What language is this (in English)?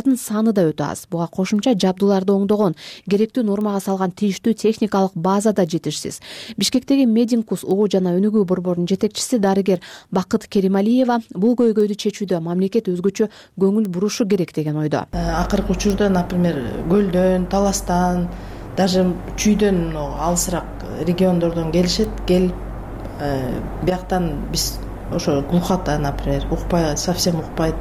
Kyrgyz